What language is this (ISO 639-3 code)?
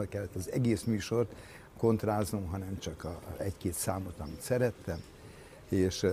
hun